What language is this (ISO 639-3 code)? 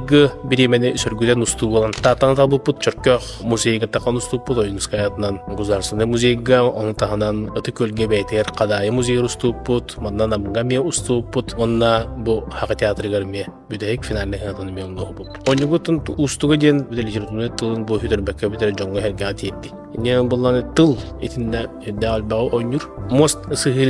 sah